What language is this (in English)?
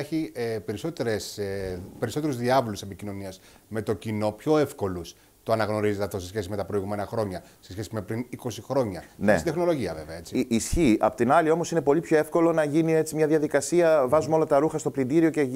Greek